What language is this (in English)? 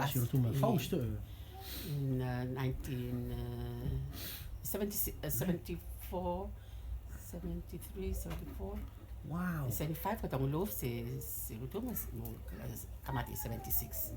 Rotuman